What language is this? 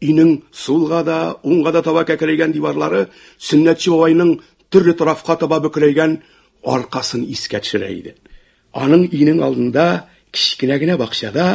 Tatar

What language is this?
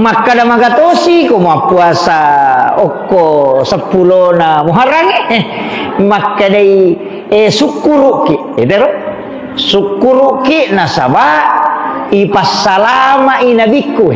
Buginese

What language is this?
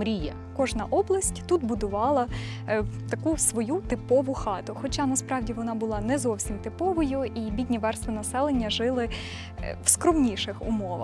Ukrainian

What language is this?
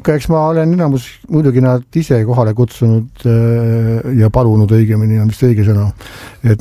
Estonian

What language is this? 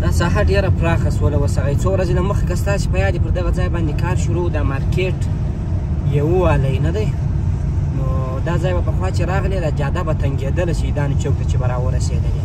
Pashto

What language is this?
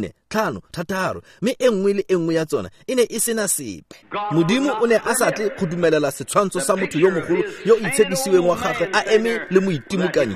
Tswana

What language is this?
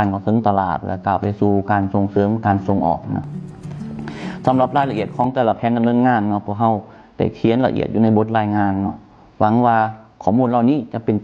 Lao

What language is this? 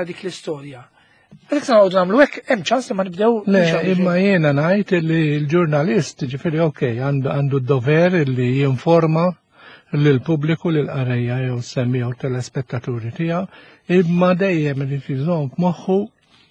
Maltese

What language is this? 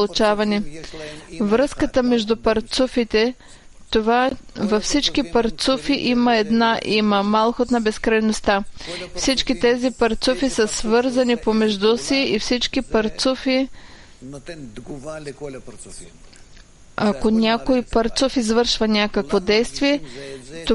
Bulgarian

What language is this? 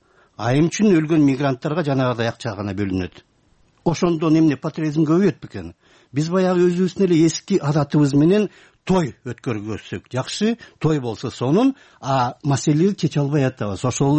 Kyrgyz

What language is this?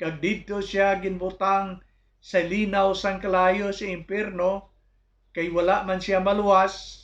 Hiligaynon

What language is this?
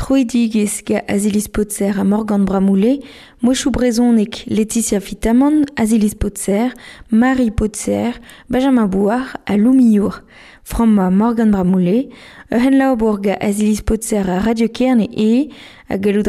Breton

